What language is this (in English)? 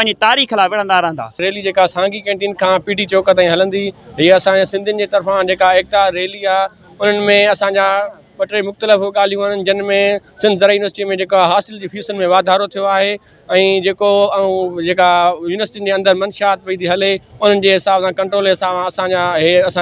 Sindhi